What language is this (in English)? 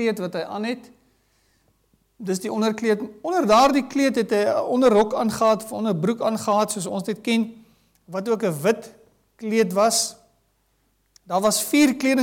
Afrikaans